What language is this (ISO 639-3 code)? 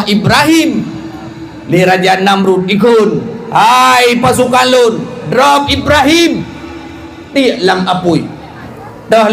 ace